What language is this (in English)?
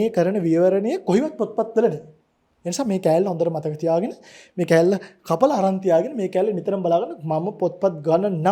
Sinhala